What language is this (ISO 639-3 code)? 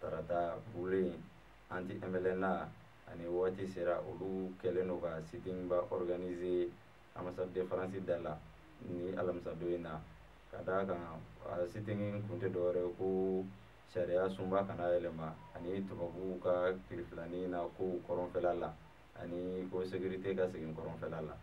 bam